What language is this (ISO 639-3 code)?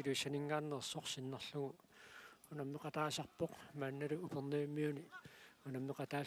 kal